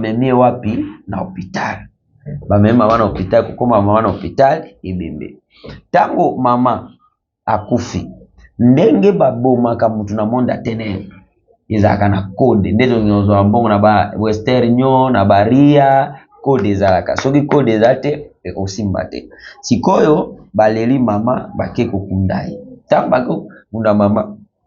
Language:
Lingala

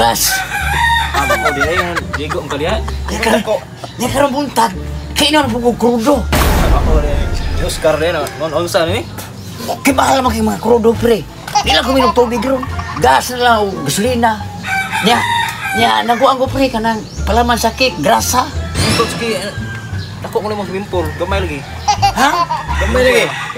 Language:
Cebuano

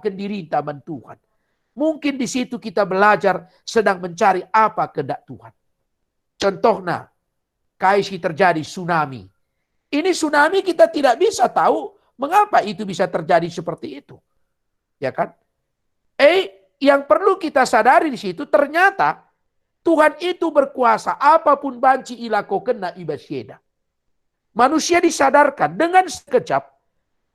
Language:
Batak Karo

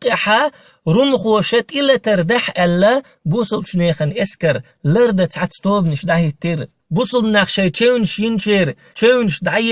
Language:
Chechen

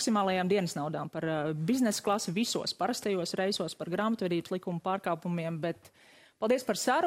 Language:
Latvian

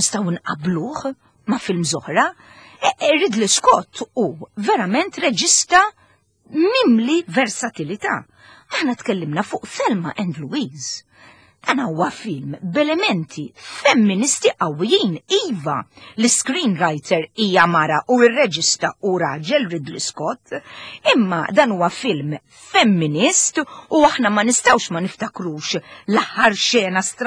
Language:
Maltese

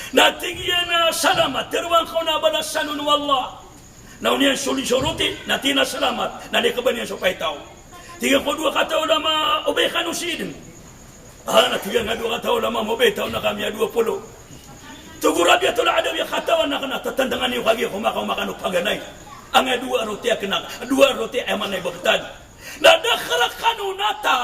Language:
Maranao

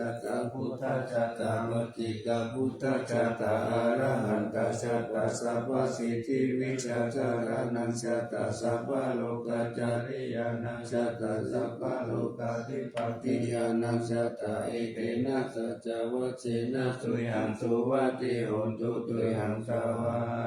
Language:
Pali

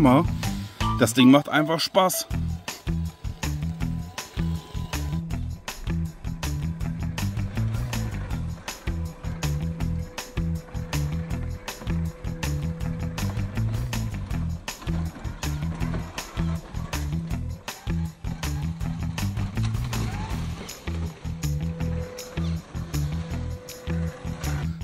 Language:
German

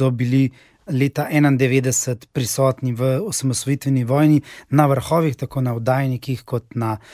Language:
Slovenian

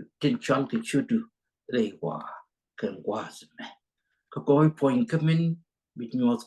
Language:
Nuer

